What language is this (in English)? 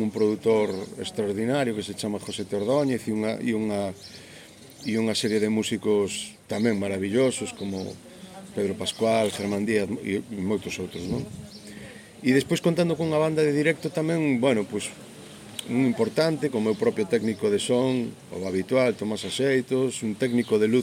Galician